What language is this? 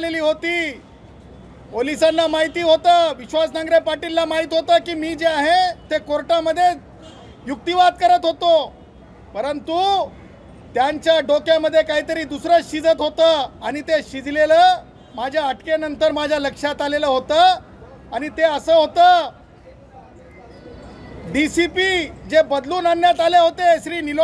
Marathi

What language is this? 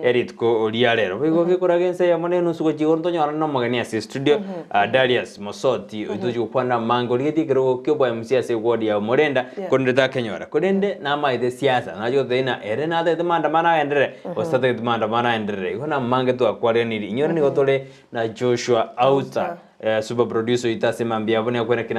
Gusii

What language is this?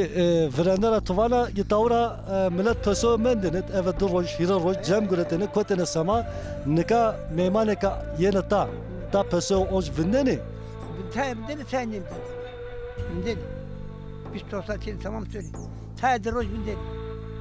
Zaza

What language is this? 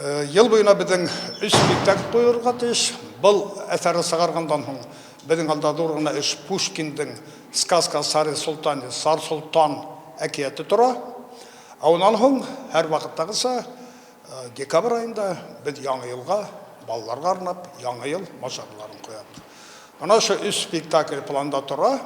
Bashkir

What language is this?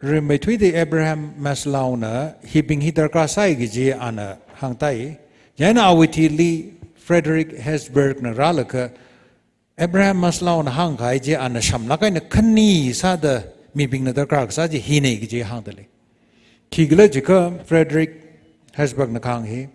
Tangkhul Naga (India)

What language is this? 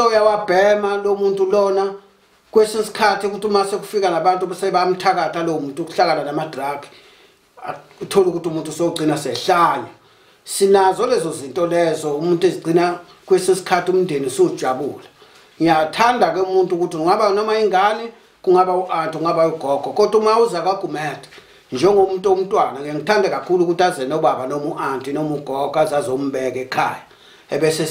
Zulu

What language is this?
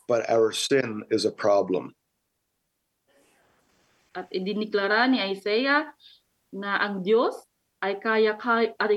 Filipino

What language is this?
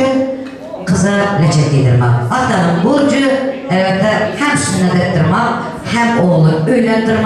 Turkmen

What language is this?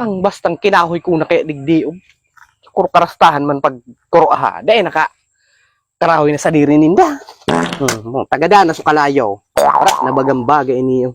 Bikol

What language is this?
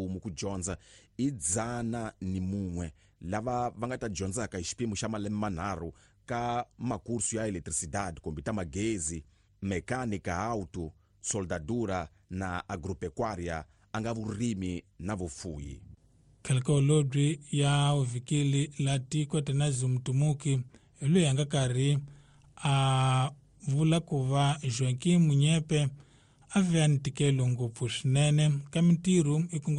Tsonga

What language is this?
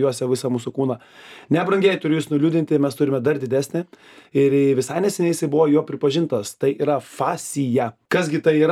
Lithuanian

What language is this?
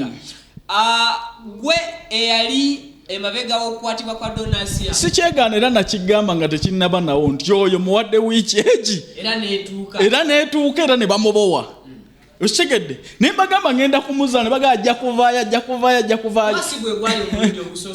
Ganda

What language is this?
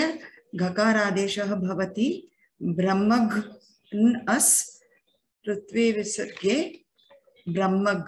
Sanskrit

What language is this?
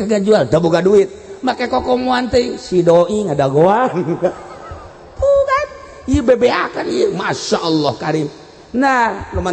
Sundanese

